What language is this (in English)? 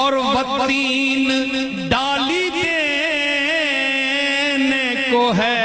Saraiki